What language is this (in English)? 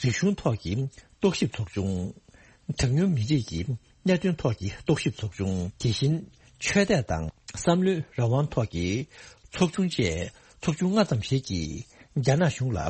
Tibetan